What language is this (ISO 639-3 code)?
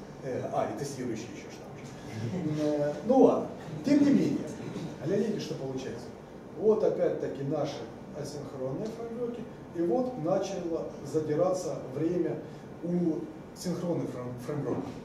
rus